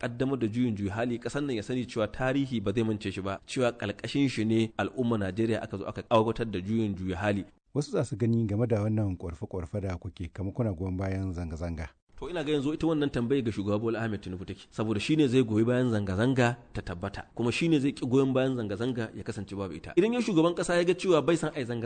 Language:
Hausa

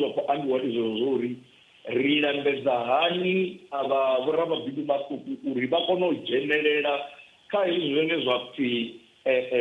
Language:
Venda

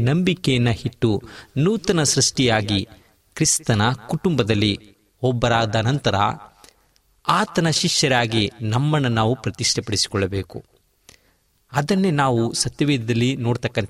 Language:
Kannada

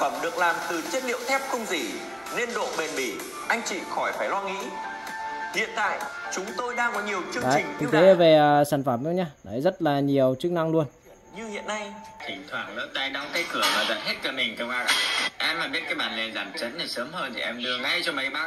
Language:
Vietnamese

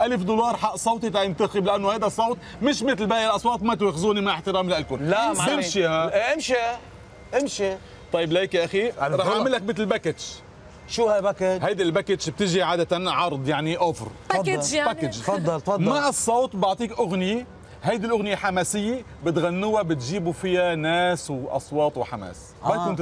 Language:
North Levantine Arabic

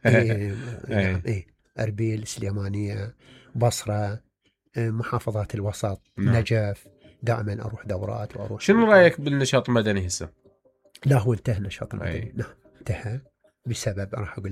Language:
Mesopotamian Arabic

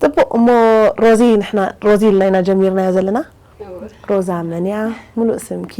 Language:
Tigrinya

